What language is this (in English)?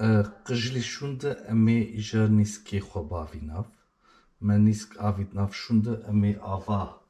Kurdish